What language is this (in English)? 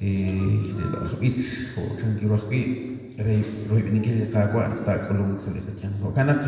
Kekchí